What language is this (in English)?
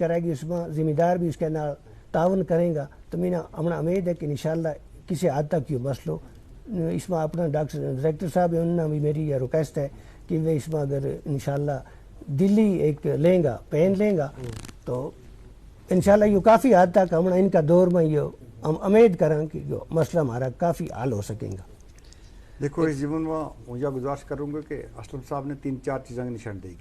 Gujari